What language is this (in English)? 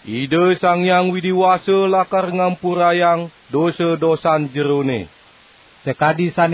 Balinese